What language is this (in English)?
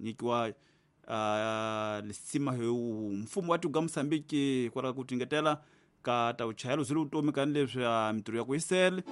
Tsonga